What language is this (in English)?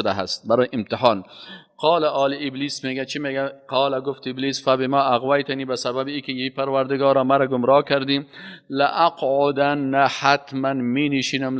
Persian